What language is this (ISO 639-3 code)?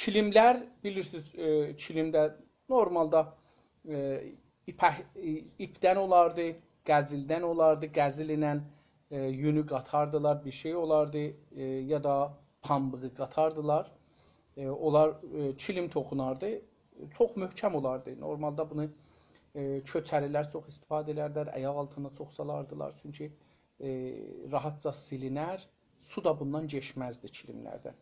azb